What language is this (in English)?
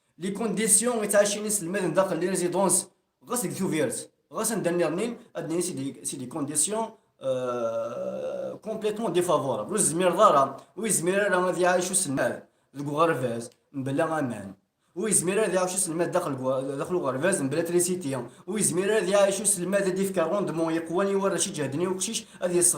Kabyle